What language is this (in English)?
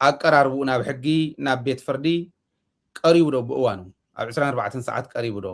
Tigrinya